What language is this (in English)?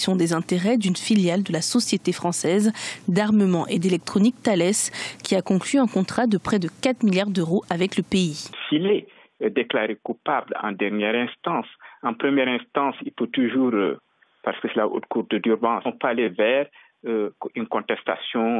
French